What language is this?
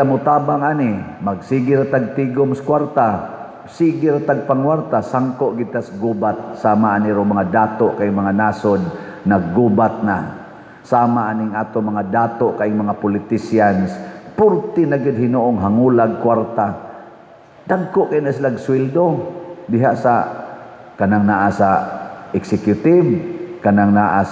Cebuano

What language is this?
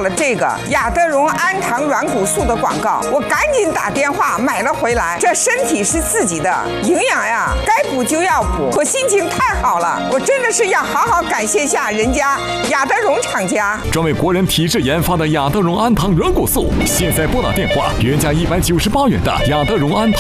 Chinese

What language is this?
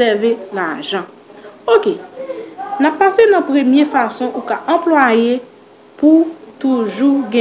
Haitian Creole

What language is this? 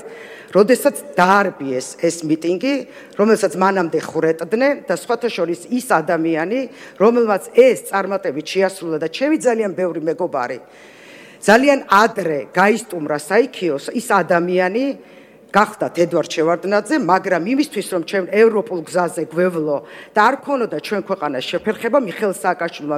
Georgian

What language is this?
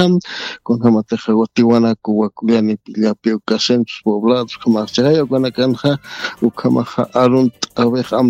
Aymara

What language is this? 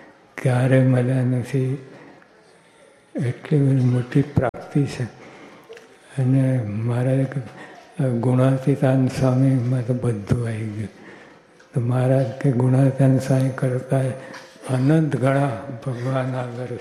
Gujarati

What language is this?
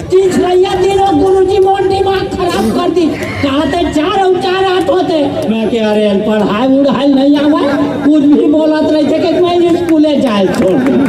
Chhattisgarhi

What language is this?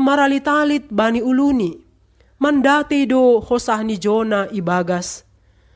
Batak Simalungun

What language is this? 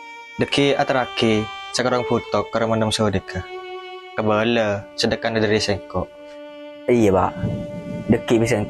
Madurese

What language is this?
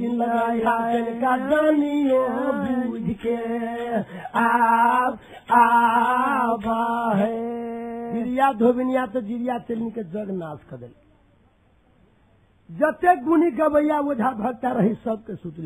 Bhojpuri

